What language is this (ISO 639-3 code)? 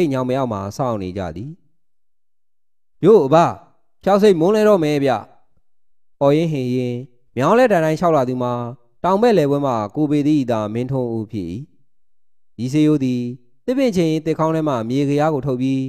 mya